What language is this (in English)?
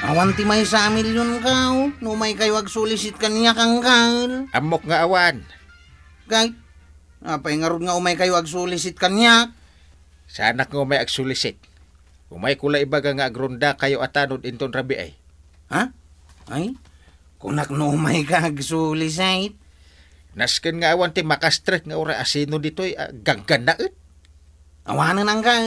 Iloko